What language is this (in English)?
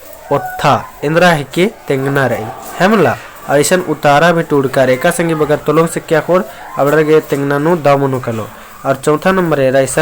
Kurukh